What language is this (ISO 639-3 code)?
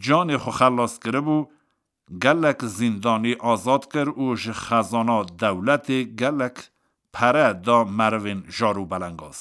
kur